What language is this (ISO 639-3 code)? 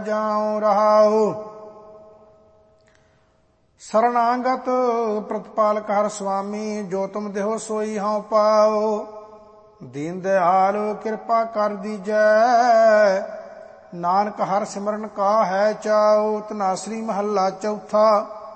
pan